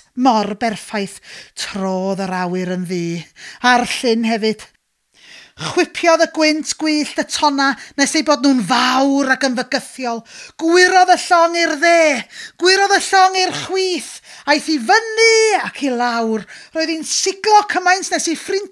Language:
Welsh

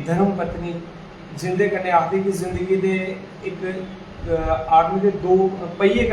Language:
Dogri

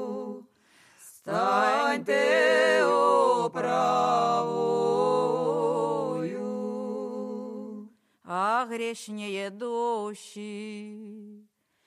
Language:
Ukrainian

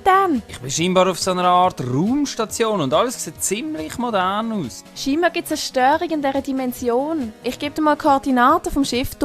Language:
Swiss German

